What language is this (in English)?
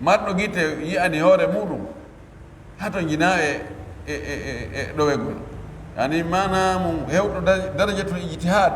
Pular